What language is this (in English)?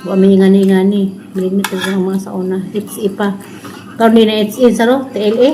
Cebuano